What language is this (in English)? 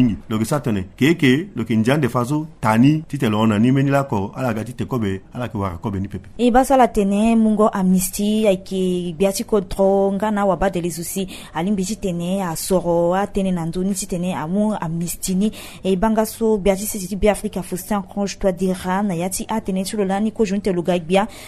Sango